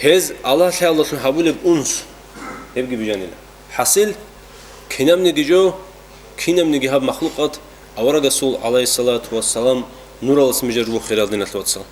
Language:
Avaric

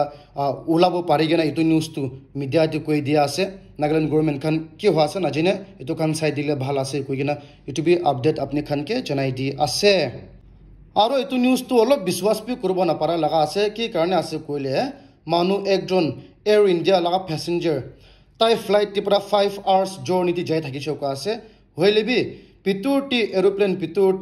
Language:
Naga Pidgin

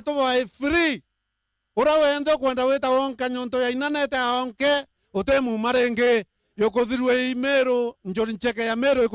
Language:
Meru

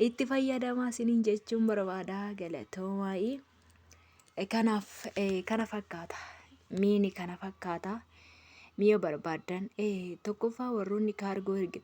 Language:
Oromo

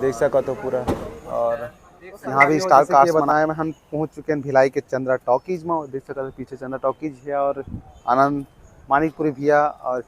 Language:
Chhattisgarhi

